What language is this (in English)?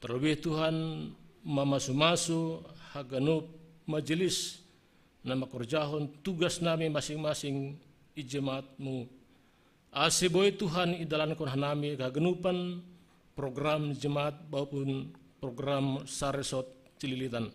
Batak Simalungun